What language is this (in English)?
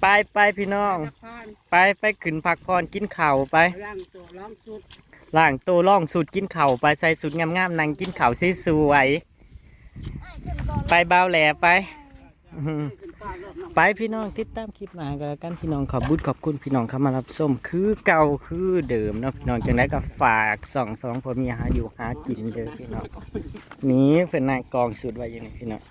Northeastern Thai